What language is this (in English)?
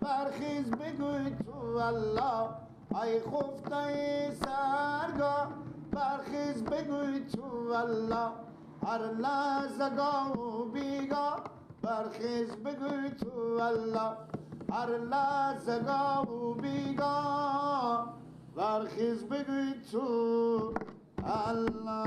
Persian